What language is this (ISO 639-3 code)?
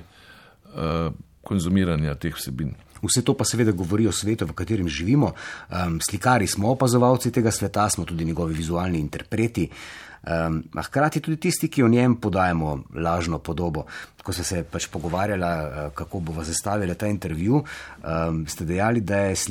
slv